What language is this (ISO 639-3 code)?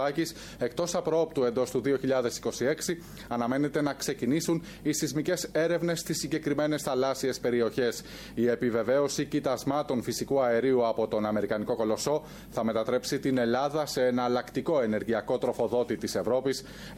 ell